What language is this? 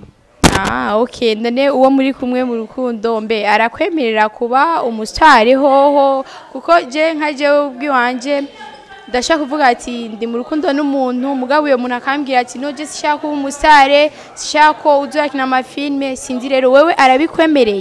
Rundi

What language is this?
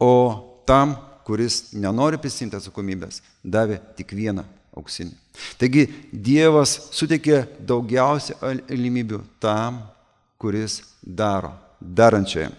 Lithuanian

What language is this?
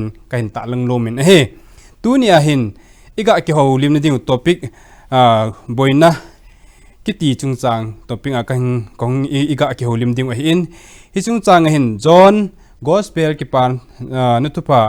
Thado Chin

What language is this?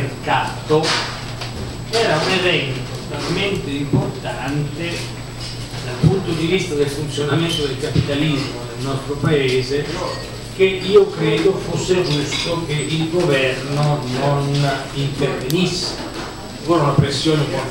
Italian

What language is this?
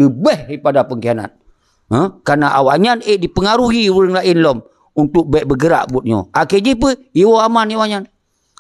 Achinese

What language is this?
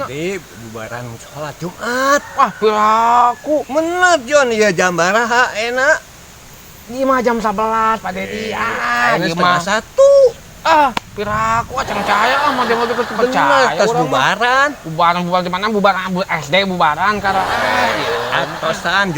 Sundanese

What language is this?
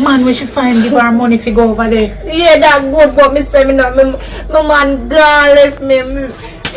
Jamaican Creole English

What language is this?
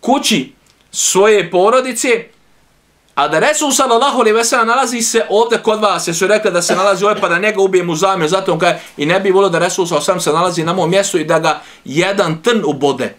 Bosnian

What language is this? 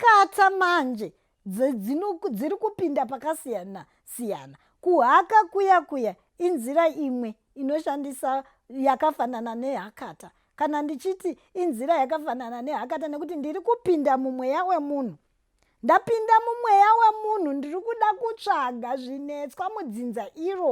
Shona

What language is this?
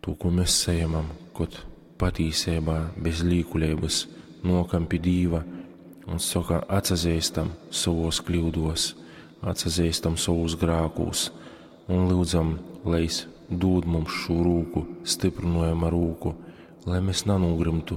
Latgalian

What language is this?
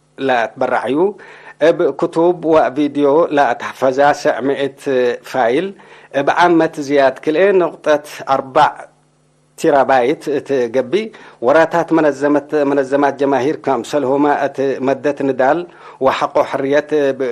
Tigre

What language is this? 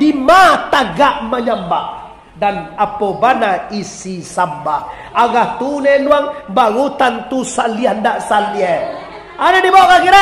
Minangkabau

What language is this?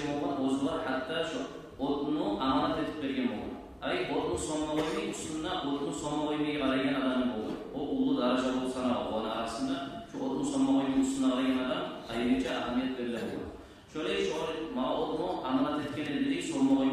Kumyk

